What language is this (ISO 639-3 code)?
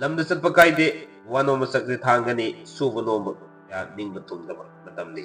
mni